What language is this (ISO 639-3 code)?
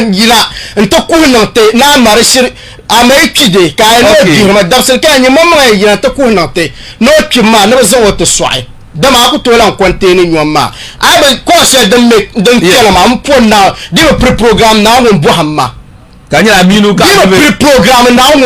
dag